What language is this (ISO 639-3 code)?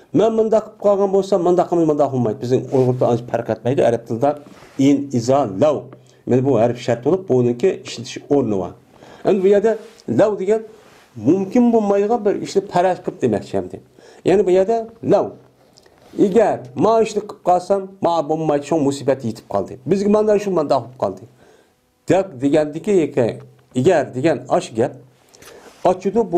uig